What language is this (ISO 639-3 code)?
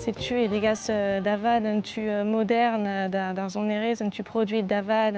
bre